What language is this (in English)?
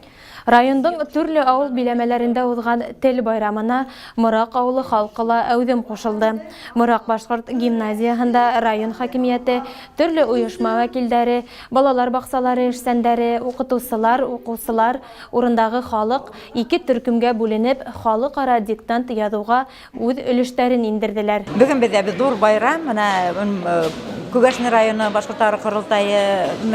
Bashkir